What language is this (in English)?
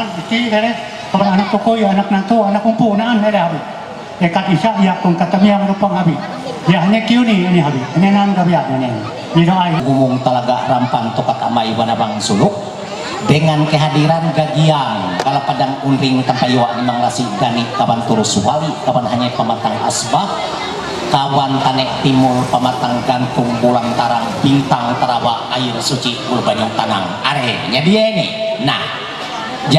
Ma'anyan